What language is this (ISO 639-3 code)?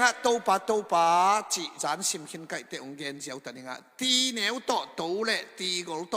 ctd